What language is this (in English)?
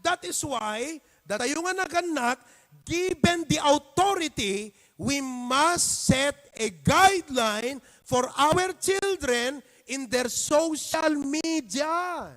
Iloko